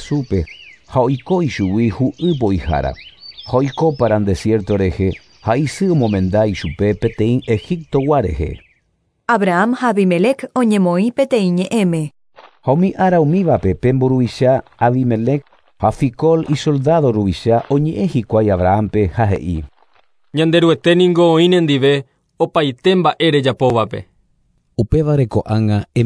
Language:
Guarani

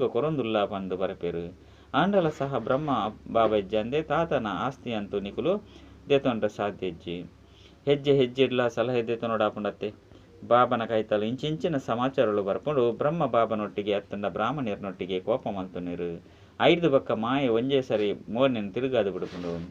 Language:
Tulu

